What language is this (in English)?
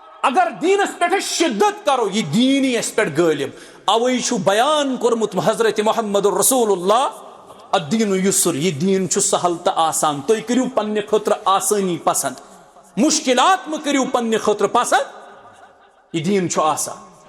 Kashmiri